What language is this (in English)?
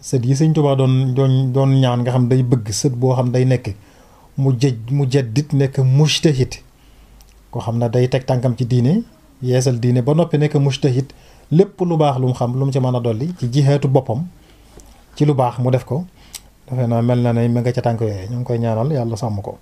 Wolof